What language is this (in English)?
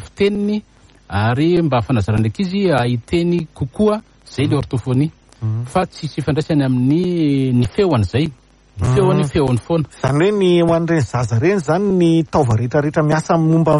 Malagasy